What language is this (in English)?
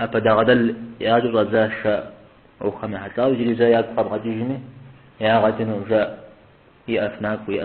Kabardian